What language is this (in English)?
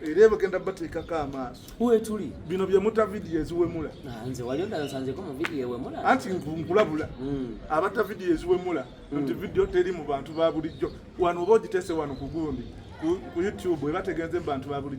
Ganda